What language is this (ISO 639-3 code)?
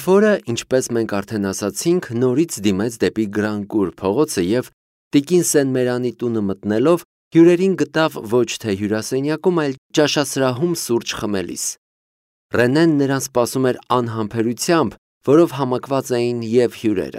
hye